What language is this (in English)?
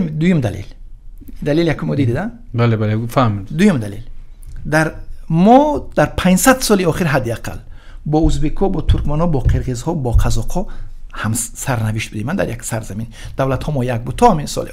Tajik